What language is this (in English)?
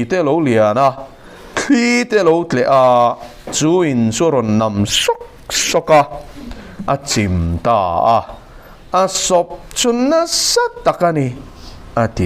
Mizo